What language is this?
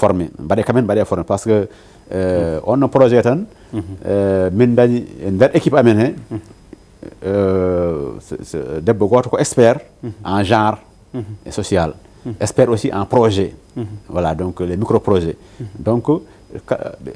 Fula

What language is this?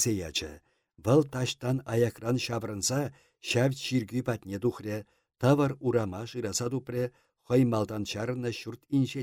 Chuvash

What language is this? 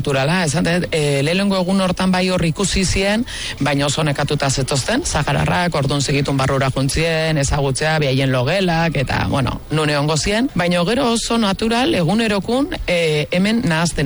Basque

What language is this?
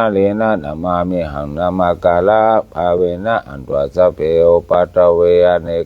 Pali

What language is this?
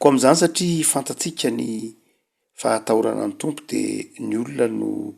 Malagasy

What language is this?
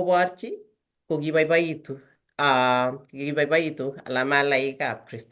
Kalenjin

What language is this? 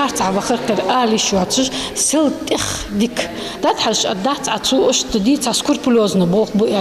Ingush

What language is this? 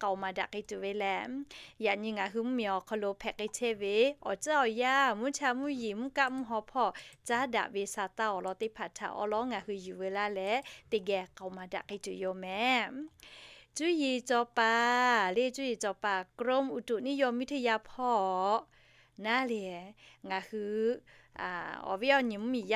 Lahu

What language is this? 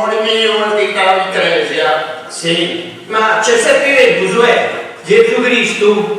Sardinian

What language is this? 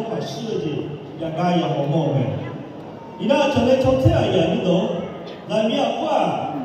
Akha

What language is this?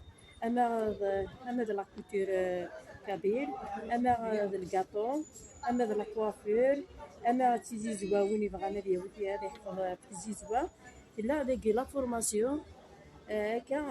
Kabyle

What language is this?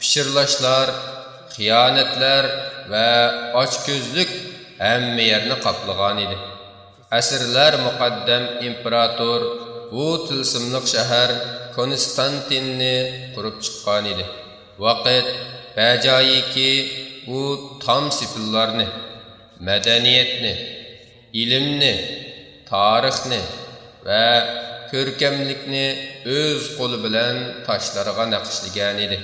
Uyghur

